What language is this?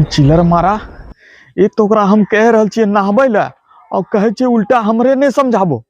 Maithili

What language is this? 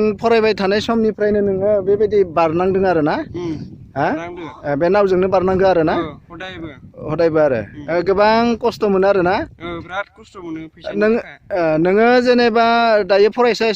Bodo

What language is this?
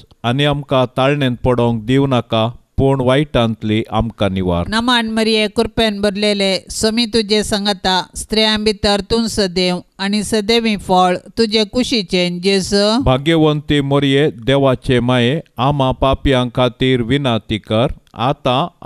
Konkani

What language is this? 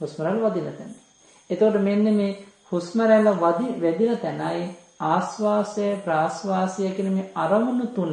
Sinhala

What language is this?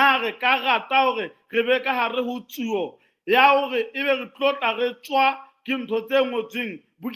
Southern Sotho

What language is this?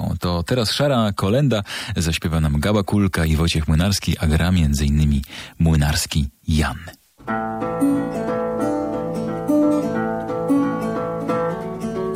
Polish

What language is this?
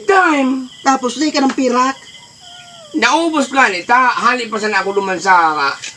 Bikol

